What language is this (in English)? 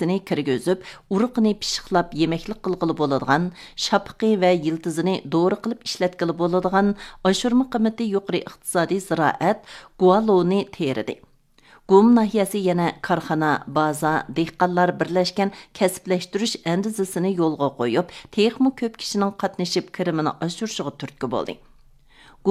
Uyghur